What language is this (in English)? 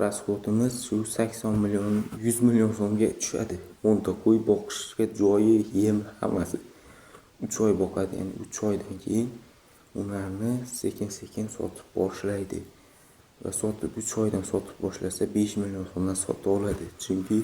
Uzbek